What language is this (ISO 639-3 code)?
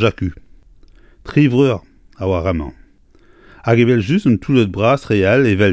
bre